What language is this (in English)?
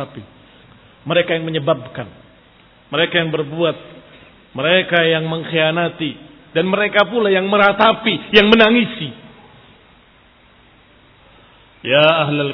Indonesian